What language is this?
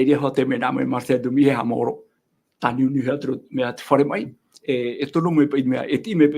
Tahitian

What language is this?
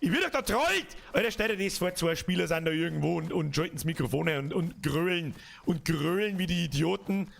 Bavarian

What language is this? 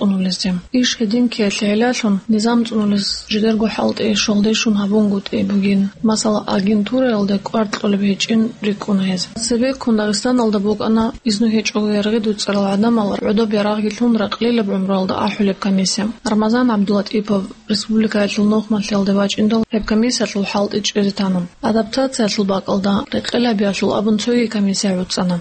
Avaric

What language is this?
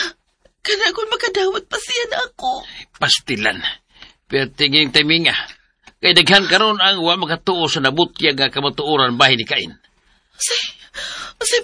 Cebuano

